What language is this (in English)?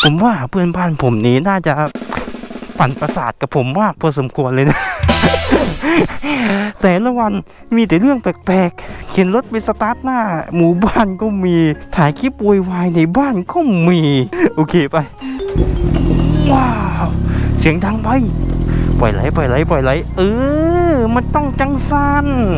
Thai